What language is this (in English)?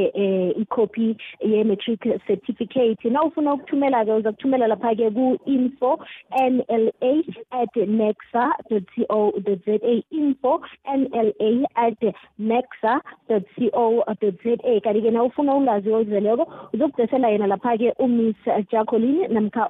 South Ndebele